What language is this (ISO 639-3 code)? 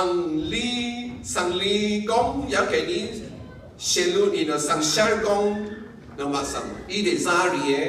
raw